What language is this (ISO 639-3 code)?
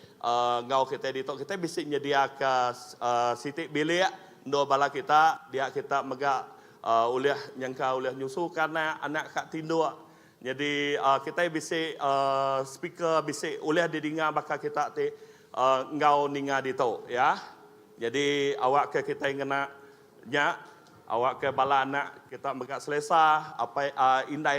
iba